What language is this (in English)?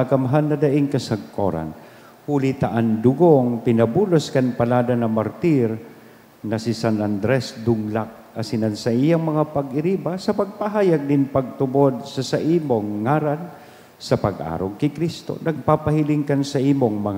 Bikol